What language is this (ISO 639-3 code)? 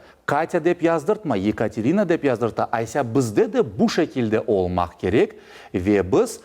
crh